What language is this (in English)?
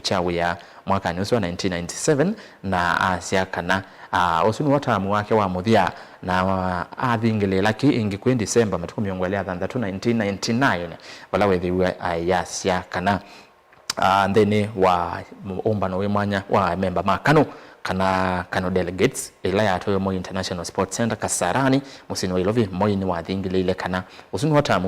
Kamba